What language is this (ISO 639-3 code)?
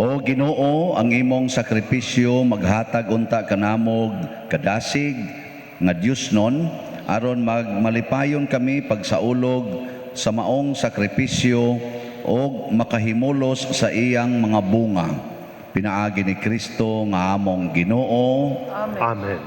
ceb